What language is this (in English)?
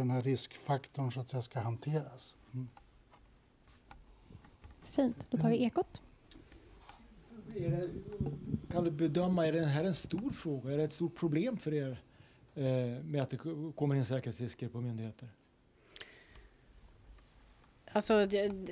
Swedish